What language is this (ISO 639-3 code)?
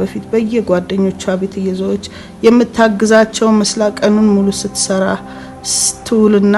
amh